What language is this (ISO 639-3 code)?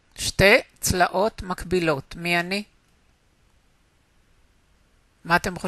heb